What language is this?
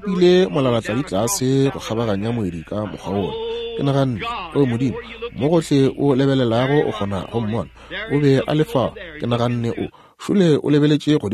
Northern Sotho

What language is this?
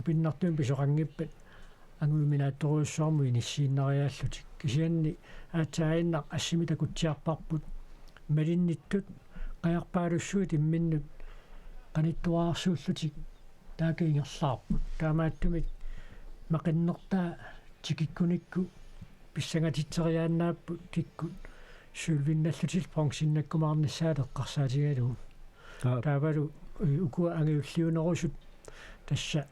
Kalaallisut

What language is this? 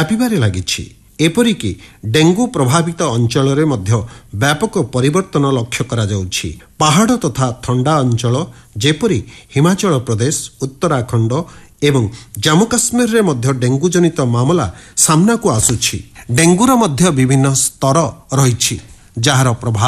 Odia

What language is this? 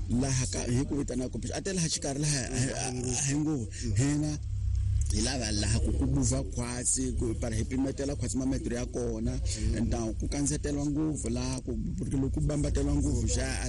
Tsonga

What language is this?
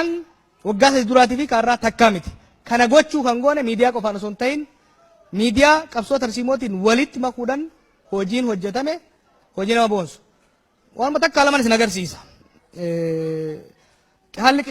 Oromo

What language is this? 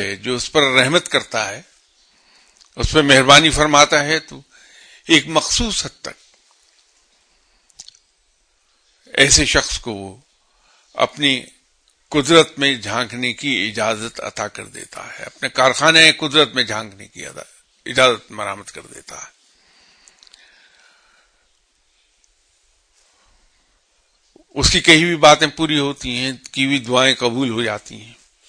Urdu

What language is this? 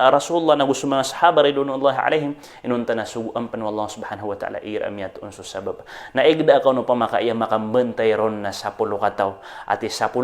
Maranao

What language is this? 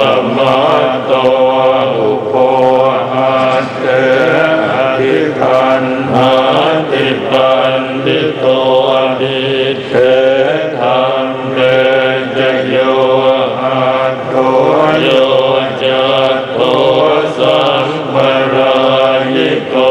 Pali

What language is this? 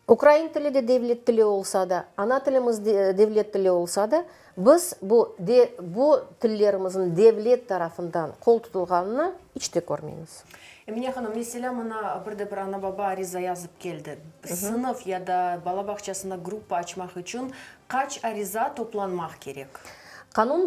Crimean Tatar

